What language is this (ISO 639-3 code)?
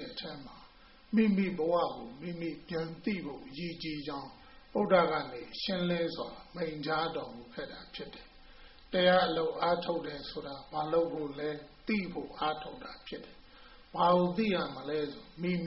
mya